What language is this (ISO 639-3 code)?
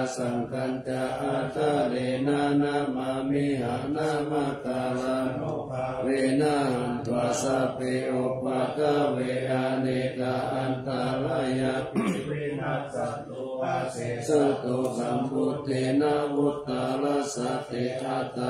pli